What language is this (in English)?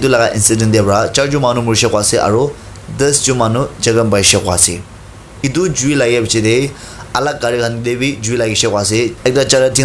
Naga Pidgin